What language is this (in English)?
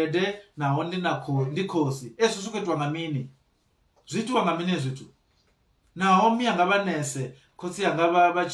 Venda